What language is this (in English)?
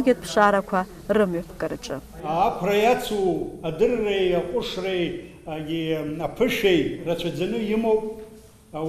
Abkhazian